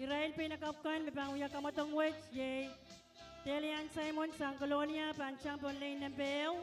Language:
Pohnpeian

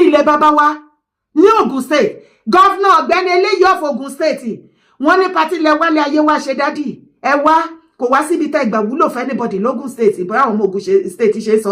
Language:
Yoruba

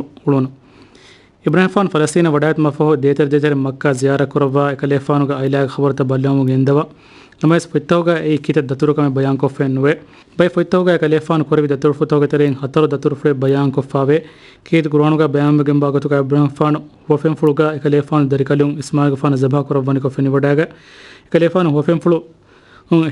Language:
Divehi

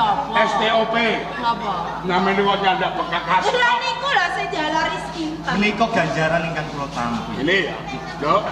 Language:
Javanese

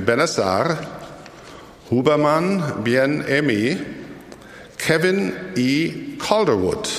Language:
Slovak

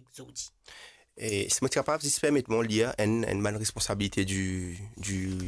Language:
Morisyen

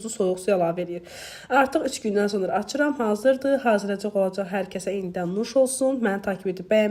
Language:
Azerbaijani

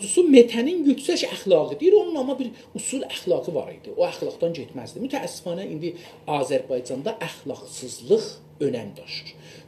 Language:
South Azerbaijani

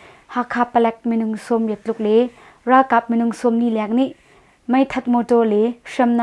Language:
Hakha Chin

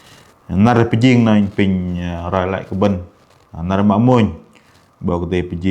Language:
Bahnar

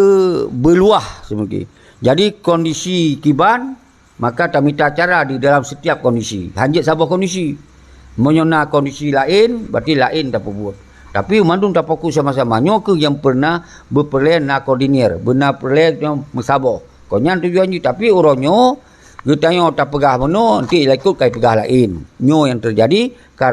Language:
Achinese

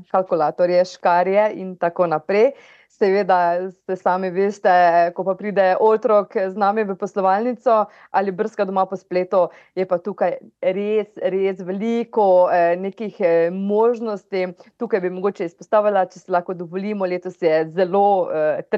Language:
Slovenian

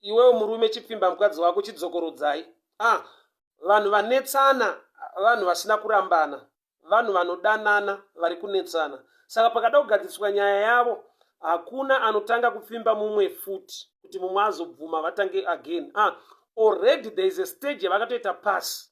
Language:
Shona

